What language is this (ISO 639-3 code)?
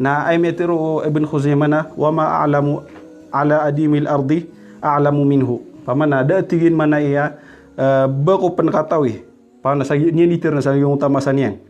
mrw